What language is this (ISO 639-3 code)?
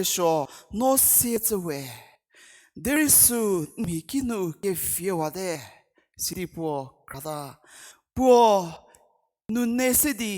njm